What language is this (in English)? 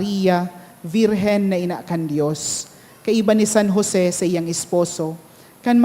Bikol